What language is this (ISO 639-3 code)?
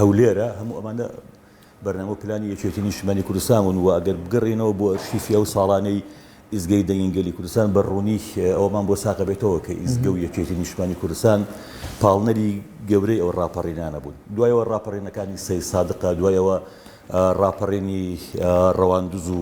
ckb